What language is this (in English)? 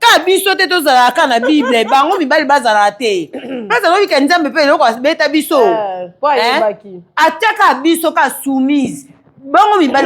Lingala